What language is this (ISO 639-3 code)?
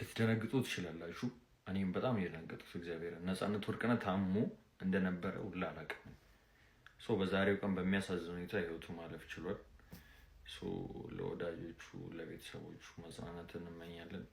amh